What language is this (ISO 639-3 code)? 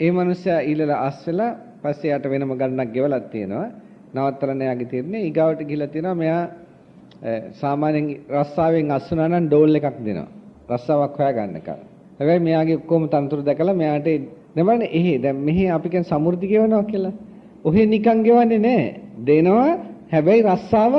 sin